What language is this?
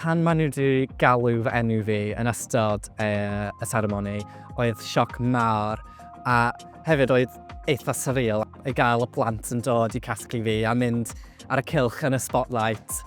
Welsh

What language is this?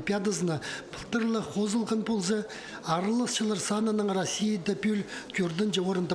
Khakas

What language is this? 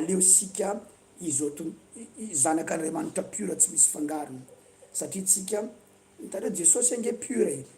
Malagasy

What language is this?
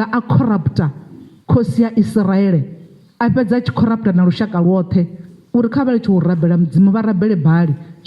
Venda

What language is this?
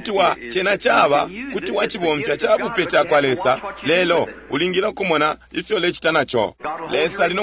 Bemba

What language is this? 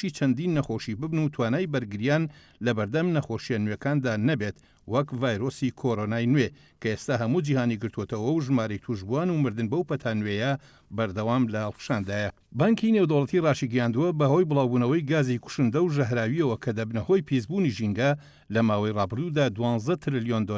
Central Kurdish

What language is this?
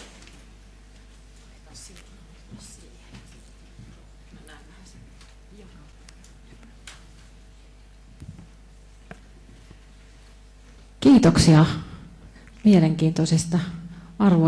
Finnish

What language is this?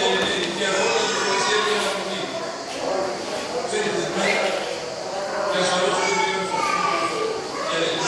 Greek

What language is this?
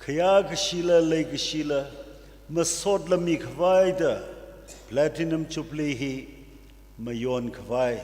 Tangkhul Naga (India)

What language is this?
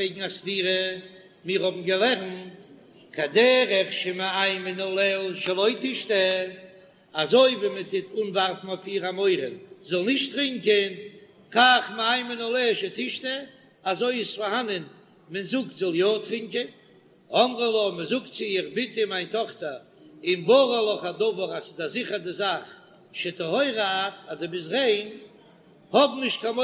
Yiddish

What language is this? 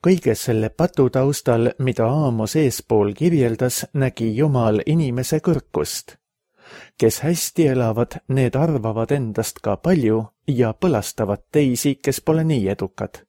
Estonian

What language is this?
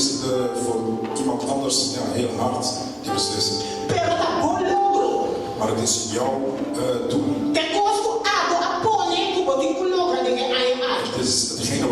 Papiamento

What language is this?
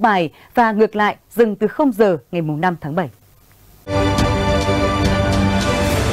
Vietnamese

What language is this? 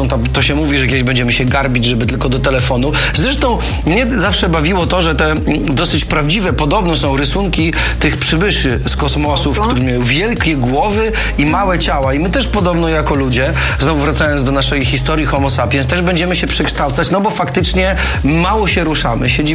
Polish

